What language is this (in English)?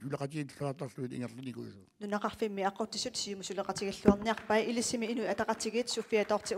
Kalaallisut